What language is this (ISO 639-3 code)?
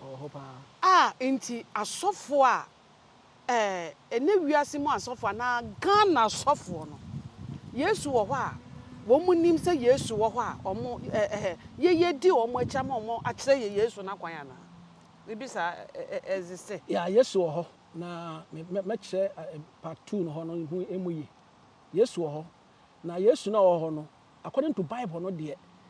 aka